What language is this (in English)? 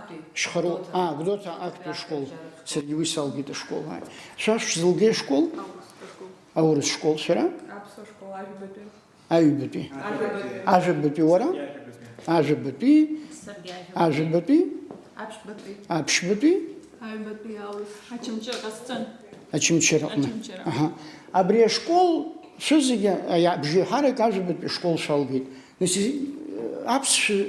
Abkhazian